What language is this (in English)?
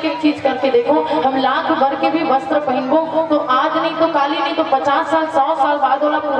Chhattisgarhi